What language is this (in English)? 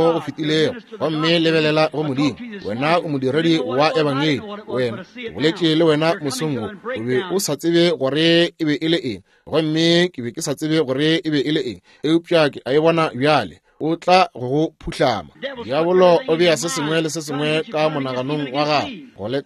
Northern Sotho